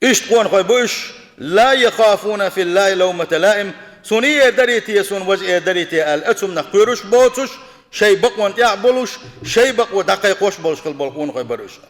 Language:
Chechen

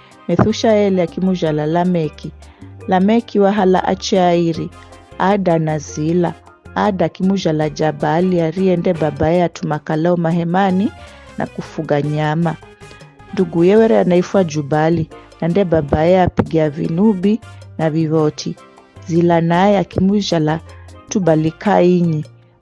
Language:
Giryama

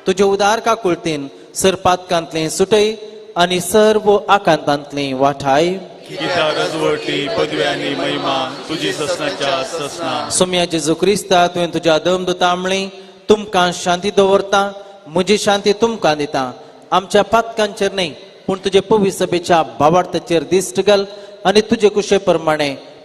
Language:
Konkani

